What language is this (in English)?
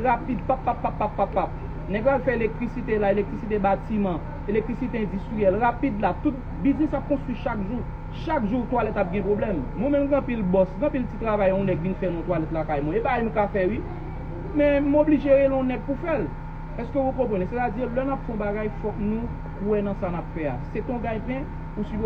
Haitian Creole